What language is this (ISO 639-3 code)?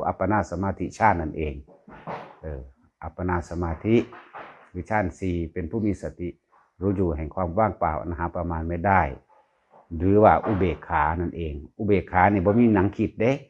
tts